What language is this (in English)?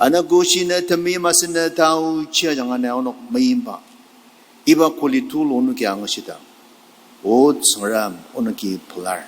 Ao Naga